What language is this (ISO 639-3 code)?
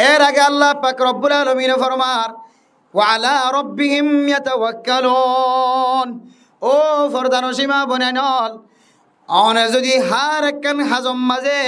rhg